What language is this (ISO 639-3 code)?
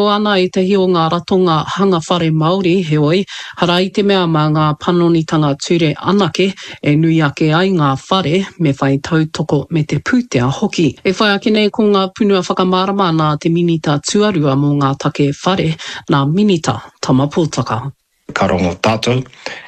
mri